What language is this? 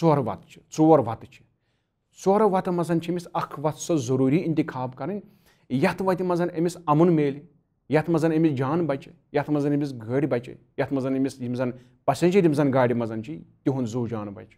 Kashmiri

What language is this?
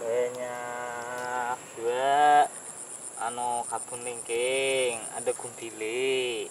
Banjar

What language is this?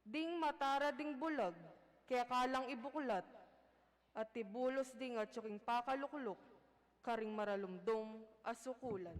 Pampanga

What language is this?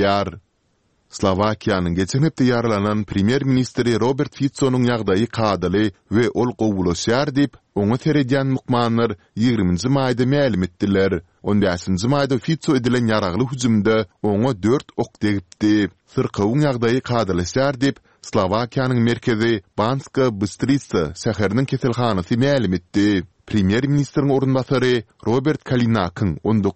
Turkmen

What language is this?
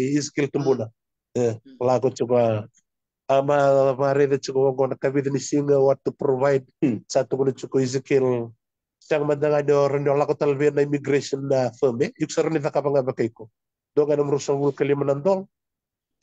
Fijian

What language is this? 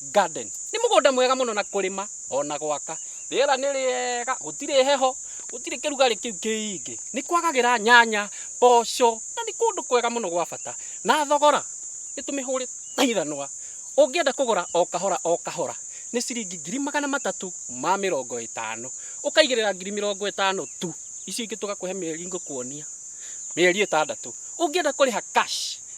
Kikuyu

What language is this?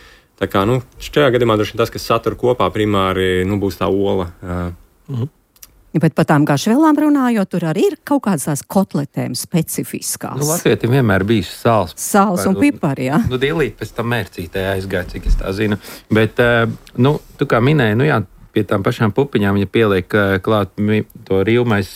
Latvian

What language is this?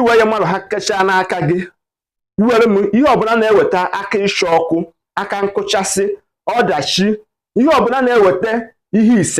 Igbo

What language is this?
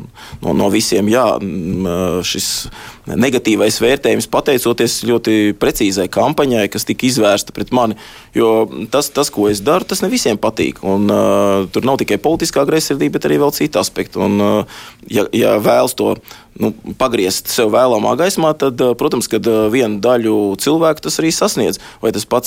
Latvian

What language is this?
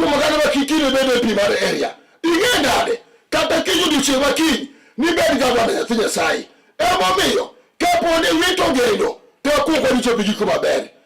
Luo (Kenya and Tanzania)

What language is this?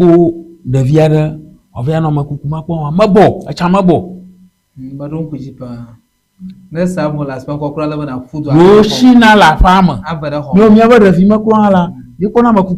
Ewe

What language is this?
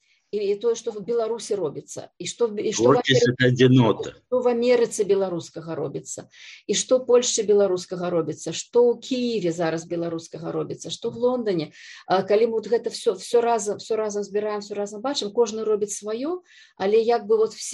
Belarusian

